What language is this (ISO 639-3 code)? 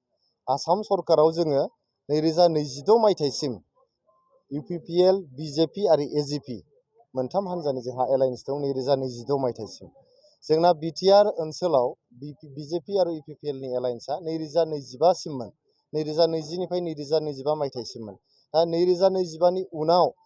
brx